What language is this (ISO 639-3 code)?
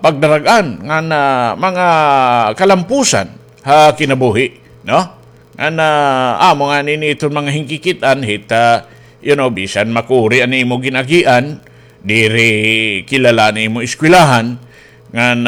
war